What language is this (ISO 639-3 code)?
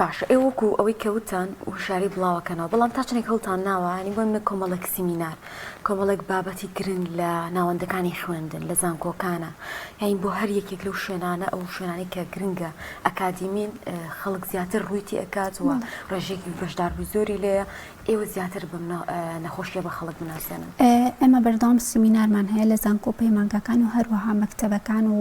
ckb